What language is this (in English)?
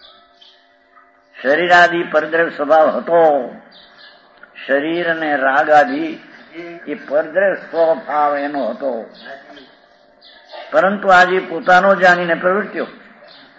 Gujarati